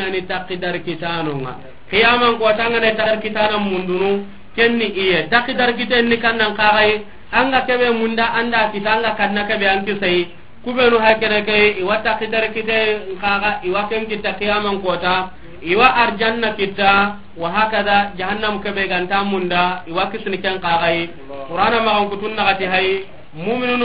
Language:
Soninke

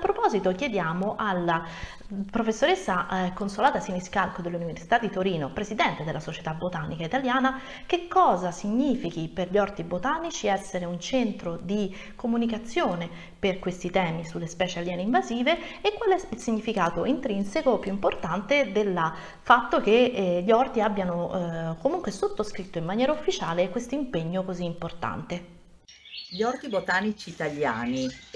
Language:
Italian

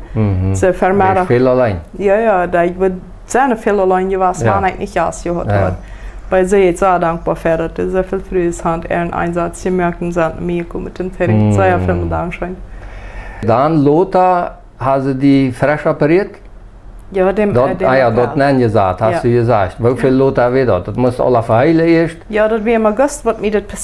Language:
Plautdietsch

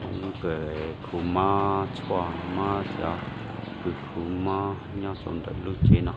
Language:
Hmong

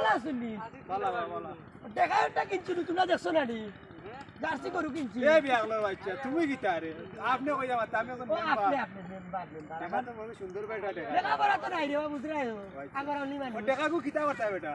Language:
Sylheti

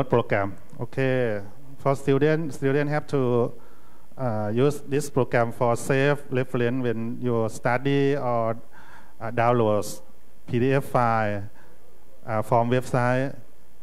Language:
English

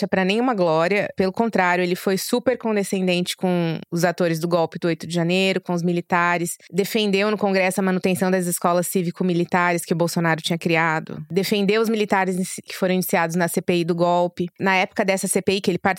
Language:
Portuguese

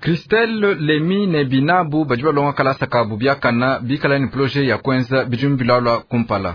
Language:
Luba-Lulua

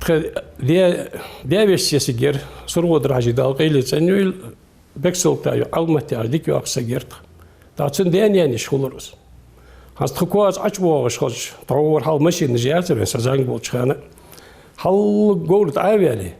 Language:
Ingush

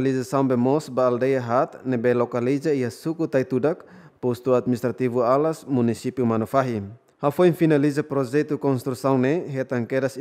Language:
Tetum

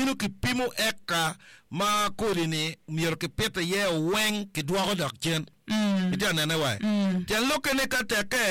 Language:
Acoli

